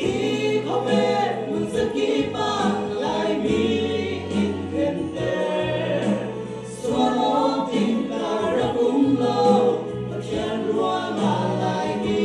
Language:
Falam Chin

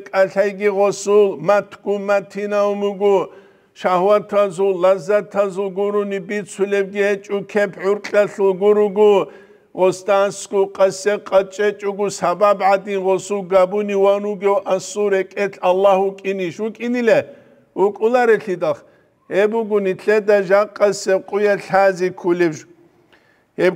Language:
Avaric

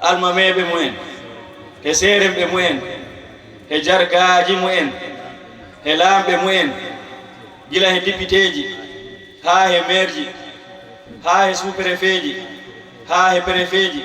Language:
Fula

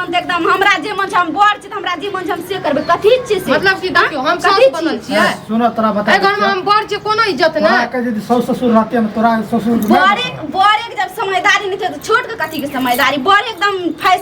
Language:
Maithili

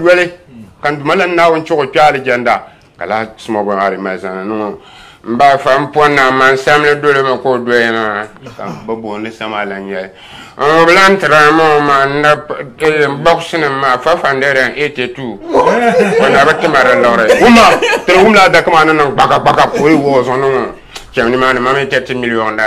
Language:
Dagbani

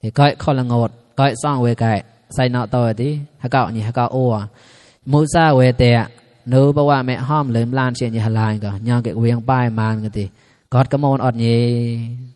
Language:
Mon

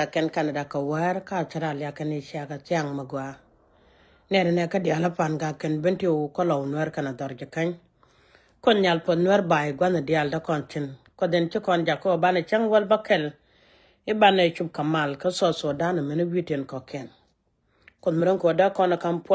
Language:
Nuer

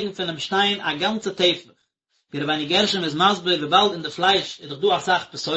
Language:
Yiddish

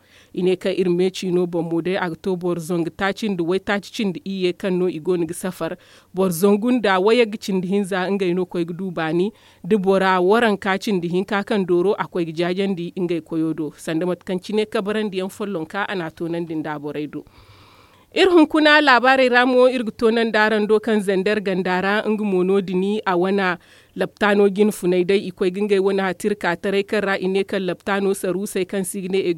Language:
Zarma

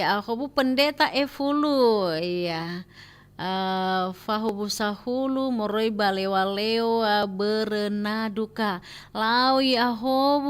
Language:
Nias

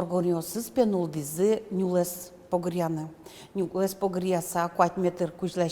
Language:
Udmurt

